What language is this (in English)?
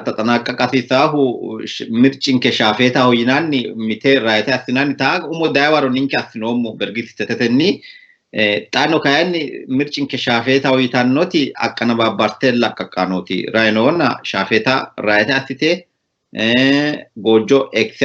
Sidamo